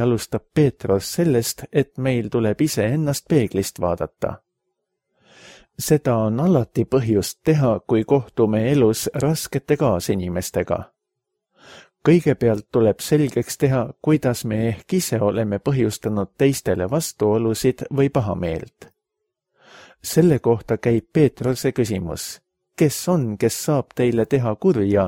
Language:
Estonian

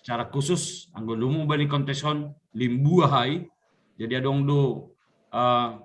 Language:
Batak Simalungun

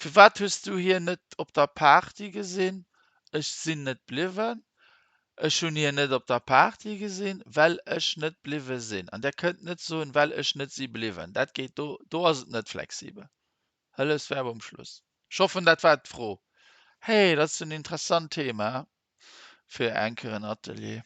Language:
Luxembourgish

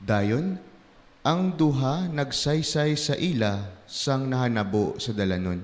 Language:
Hiligaynon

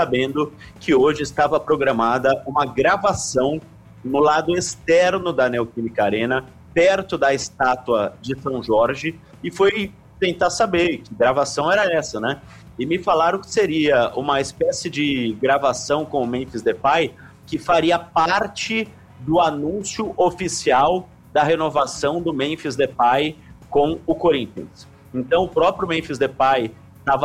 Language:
Portuguese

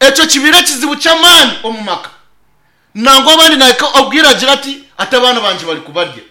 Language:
Nyankole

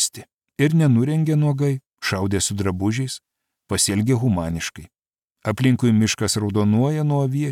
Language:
Lithuanian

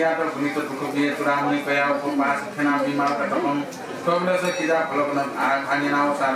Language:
Newari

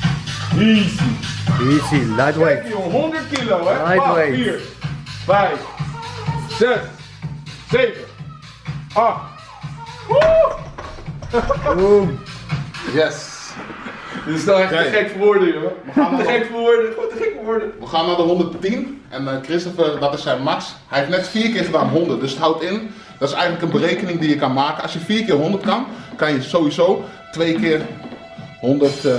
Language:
Dutch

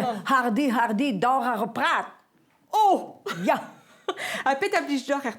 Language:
Breton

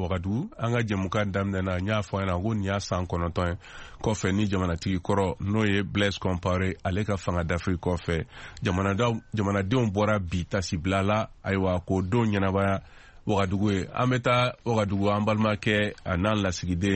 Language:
Bambara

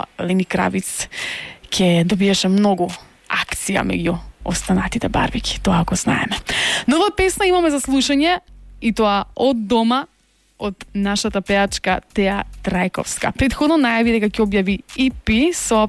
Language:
Macedonian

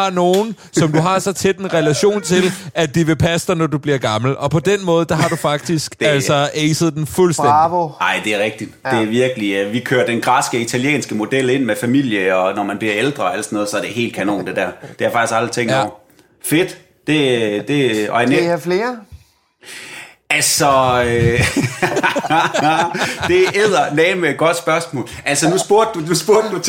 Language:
Danish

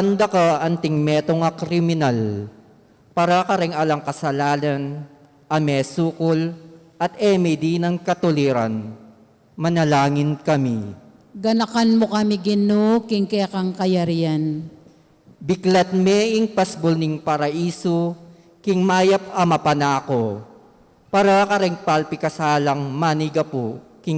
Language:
Pampanga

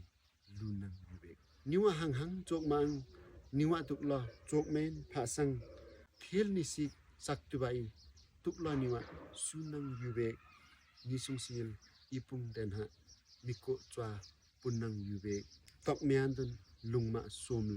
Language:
Limbu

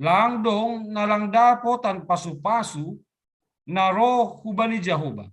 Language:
Batak Simalungun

